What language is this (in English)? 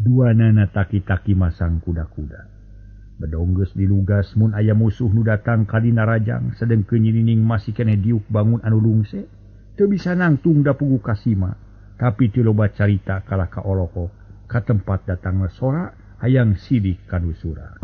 Sundanese